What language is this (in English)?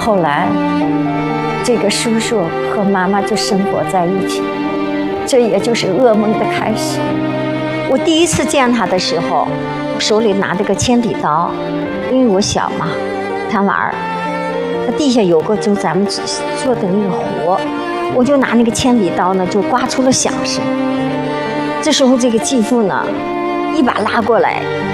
Chinese